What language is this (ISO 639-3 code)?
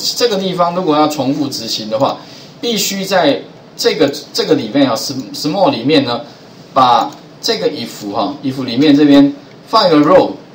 zho